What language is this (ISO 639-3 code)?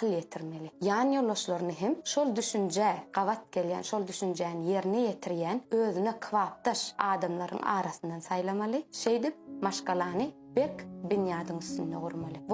tuk